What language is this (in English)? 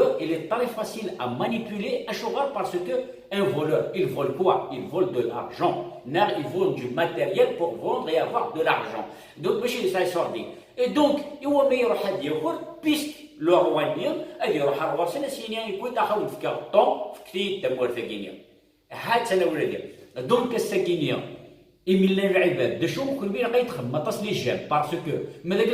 Kabyle